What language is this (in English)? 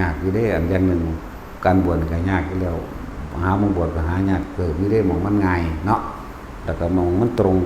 Northeastern Thai